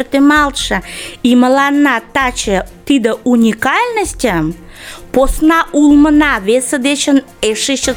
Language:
Mari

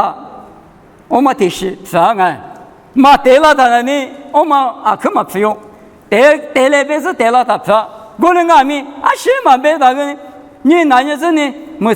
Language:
Lisu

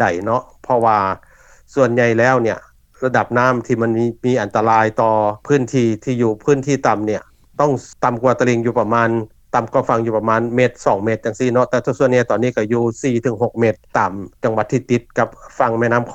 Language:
Lao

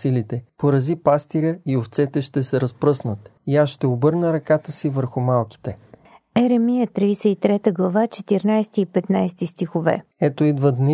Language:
Bulgarian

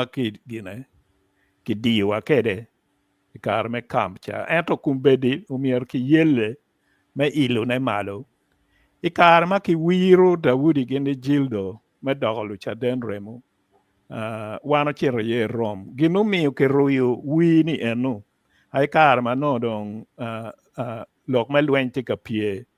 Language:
Acoli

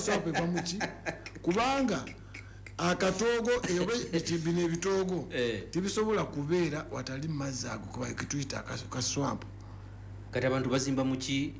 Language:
Ganda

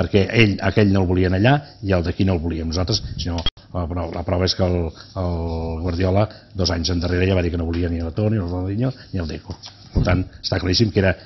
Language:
Catalan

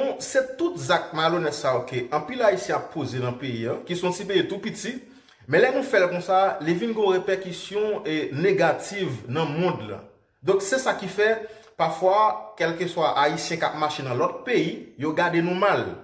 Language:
Haitian Creole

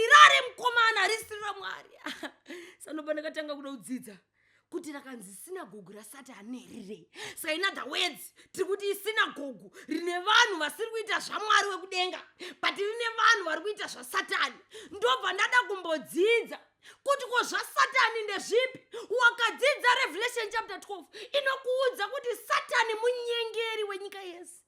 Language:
Shona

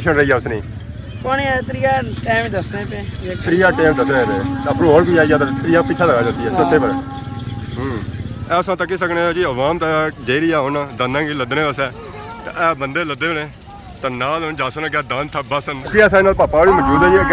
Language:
Pahari-Potwari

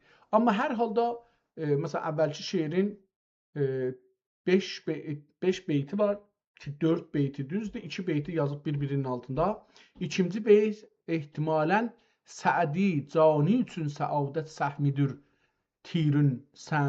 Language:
South Azerbaijani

